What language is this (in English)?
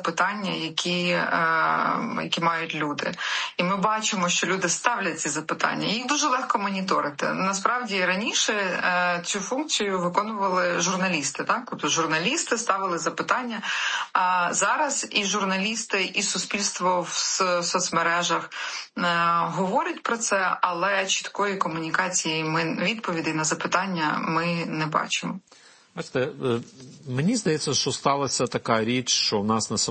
Ukrainian